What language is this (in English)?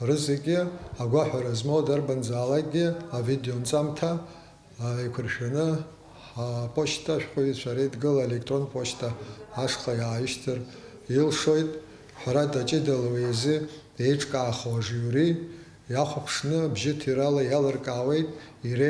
Abkhazian